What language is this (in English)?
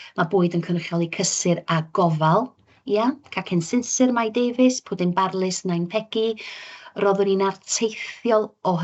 Welsh